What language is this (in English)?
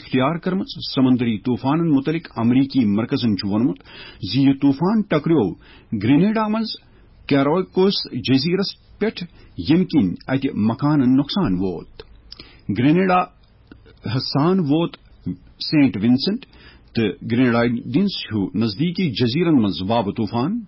Kashmiri